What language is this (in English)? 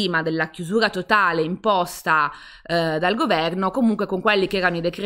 Italian